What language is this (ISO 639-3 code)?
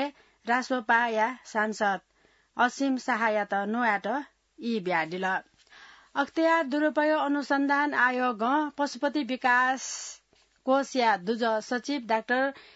new